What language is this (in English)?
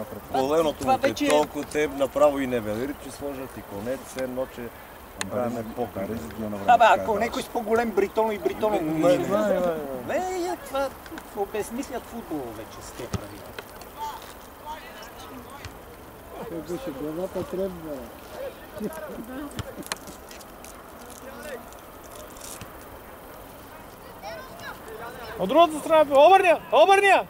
Bulgarian